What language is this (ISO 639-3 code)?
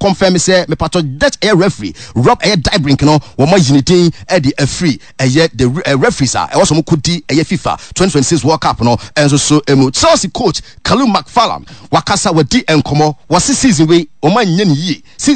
aka